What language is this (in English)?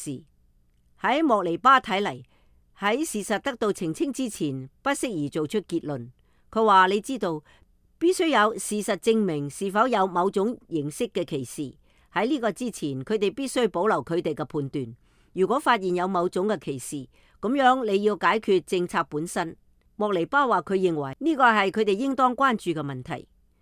Cantonese